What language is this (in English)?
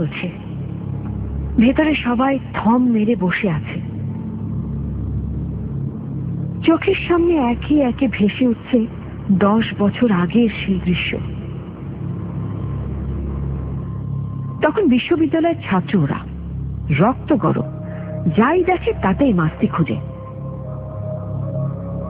Bangla